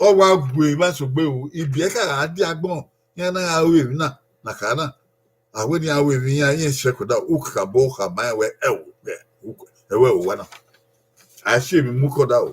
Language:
Bini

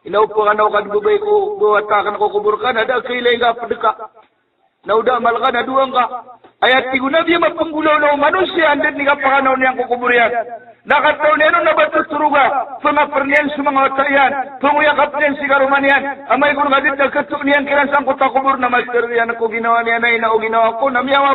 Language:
Maranao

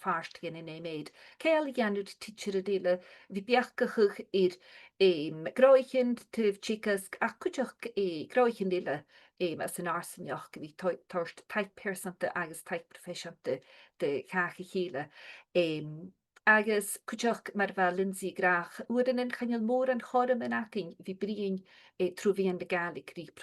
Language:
Scottish Gaelic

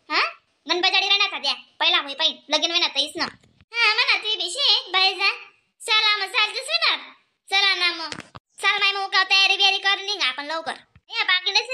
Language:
Khandesi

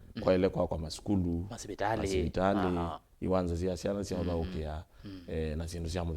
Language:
Kamba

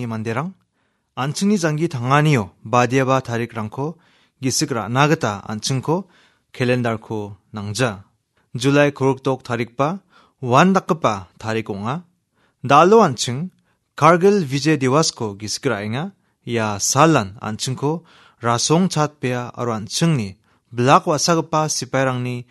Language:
Garo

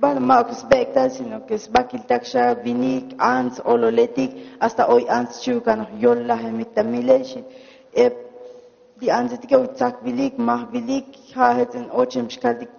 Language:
Tzotzil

